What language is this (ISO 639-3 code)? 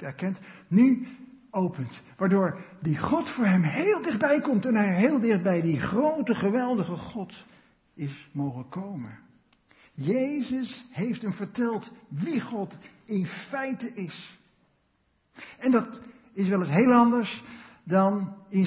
nld